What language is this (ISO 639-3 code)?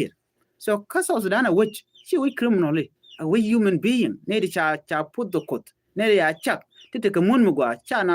nus